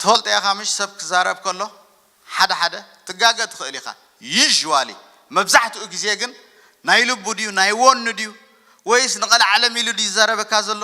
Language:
Tigrinya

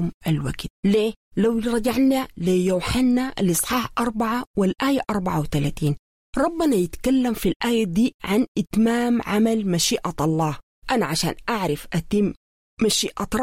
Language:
Sudanese Arabic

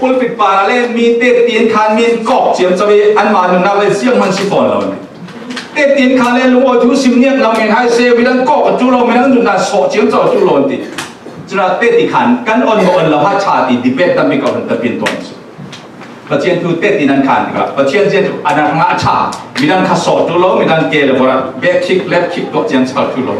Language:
Falam Chin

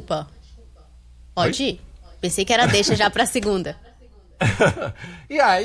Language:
Portuguese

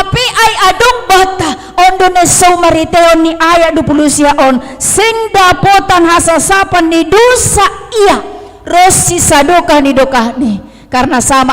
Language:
Batak Simalungun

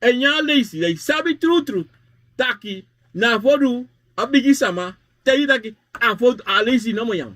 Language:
Sranan Tongo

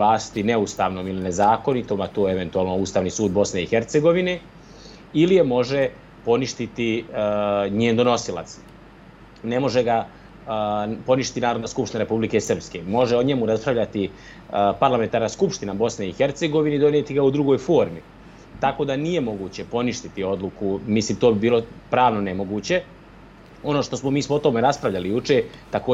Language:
Serbian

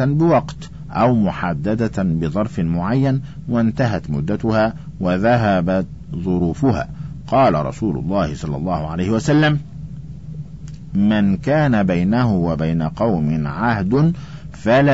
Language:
Arabic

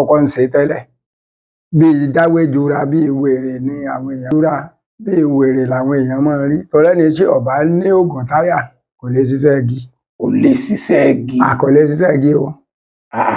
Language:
Yoruba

